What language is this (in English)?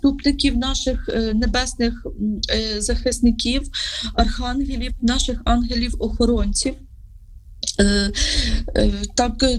Ukrainian